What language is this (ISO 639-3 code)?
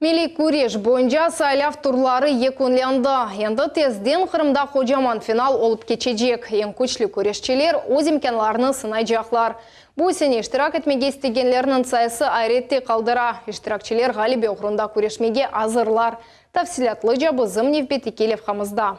crh